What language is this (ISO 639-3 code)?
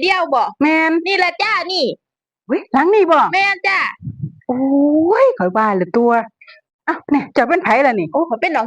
lao